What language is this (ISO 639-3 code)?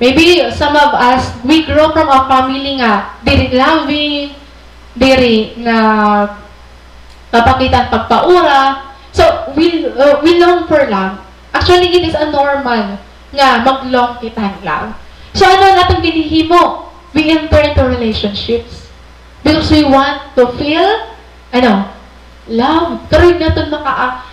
war